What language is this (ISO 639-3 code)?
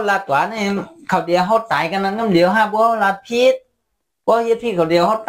shn